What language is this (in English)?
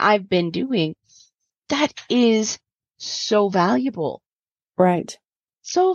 English